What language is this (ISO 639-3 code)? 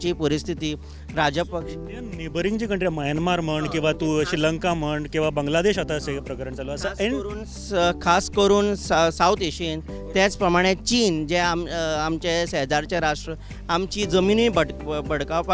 kok